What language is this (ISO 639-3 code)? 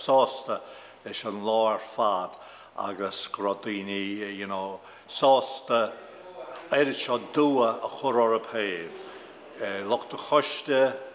gle